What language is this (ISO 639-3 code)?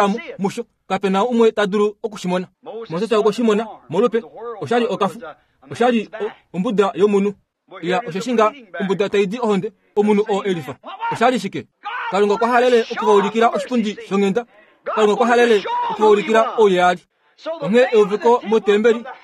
kua